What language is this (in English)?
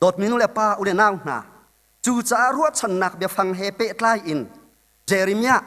Hakha Chin